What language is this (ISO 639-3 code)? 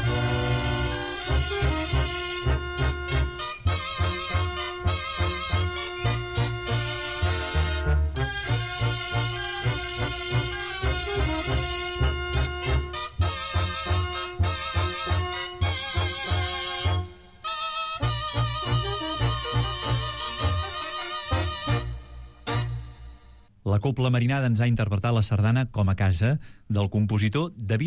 cat